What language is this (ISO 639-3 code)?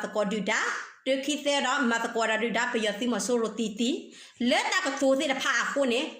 ksw